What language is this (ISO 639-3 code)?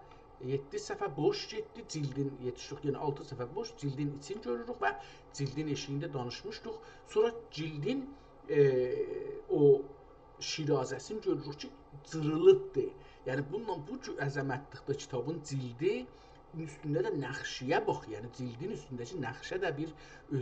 azb